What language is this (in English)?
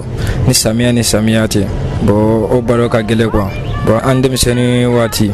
Bambara